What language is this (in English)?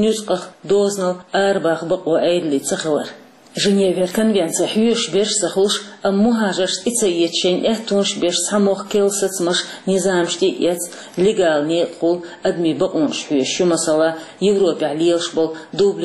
Chechen